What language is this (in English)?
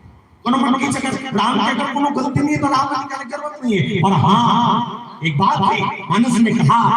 Chhattisgarhi